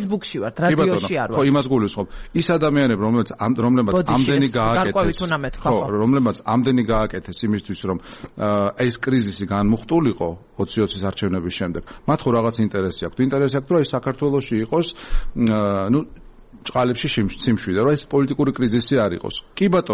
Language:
Georgian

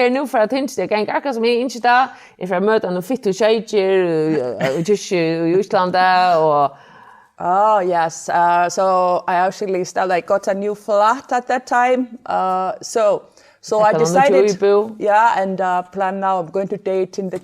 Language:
Faroese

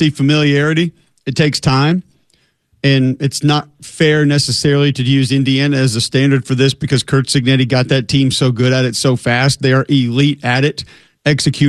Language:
English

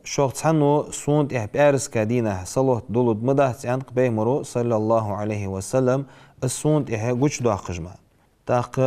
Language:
Ingush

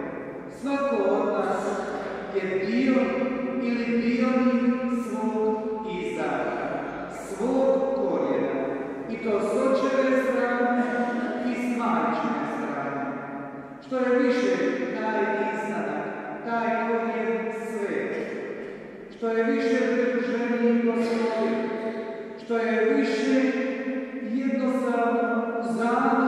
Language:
Croatian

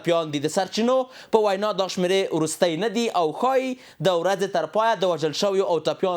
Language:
Pashto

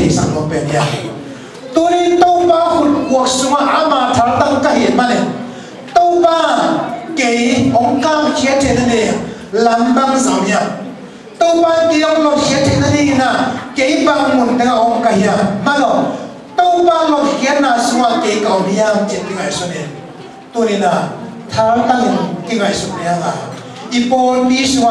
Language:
Tedim Chin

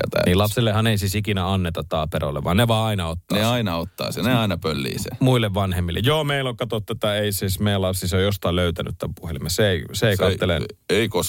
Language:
Finnish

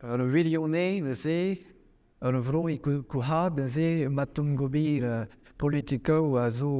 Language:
Breton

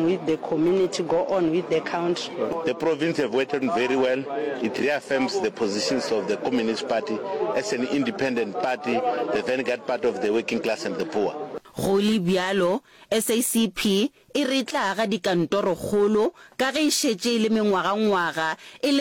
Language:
Northern Sotho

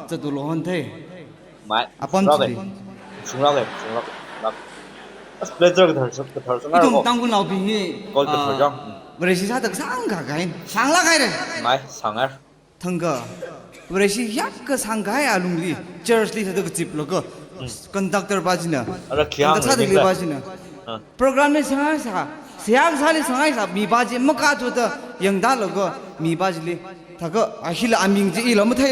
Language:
Tangkhul Naga (India)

